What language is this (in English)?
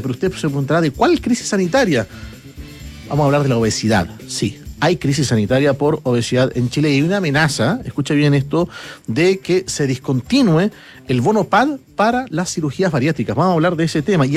Spanish